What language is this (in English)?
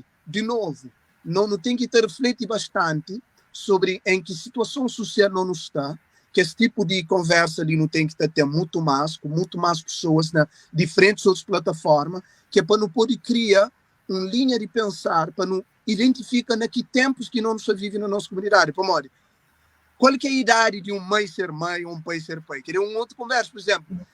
Kabuverdianu